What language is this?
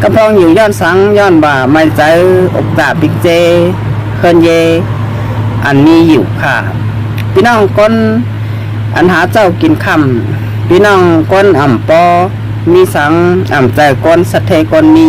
Shan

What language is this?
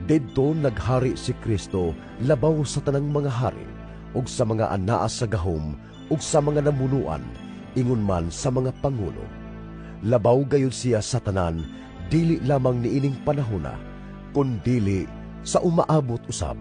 Cebuano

